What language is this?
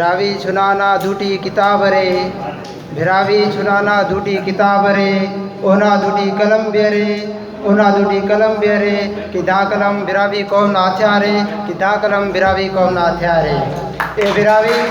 Brahui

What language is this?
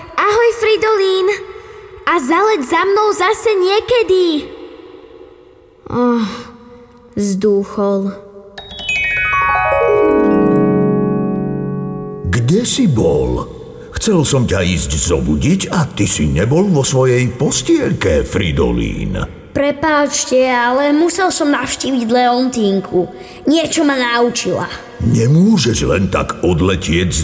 Slovak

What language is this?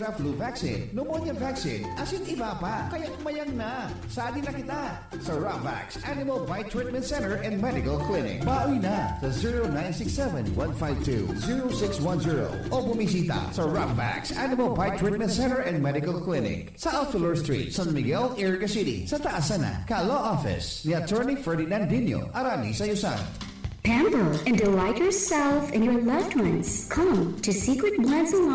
Bikol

